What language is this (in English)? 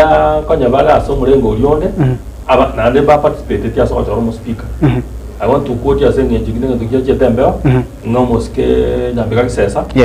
Gusii